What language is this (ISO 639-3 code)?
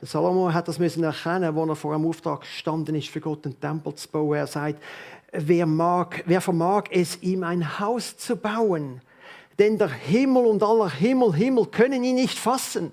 gsw